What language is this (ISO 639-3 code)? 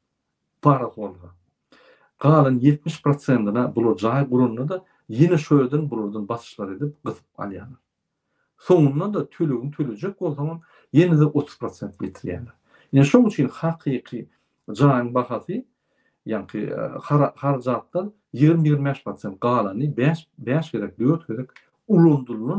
tuk